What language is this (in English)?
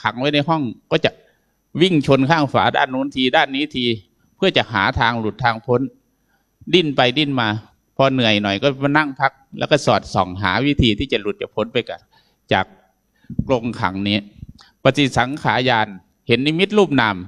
Thai